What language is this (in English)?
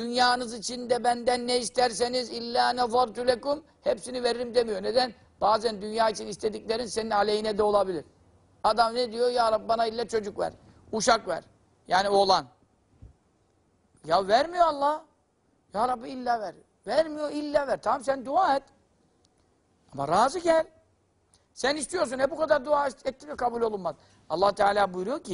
Turkish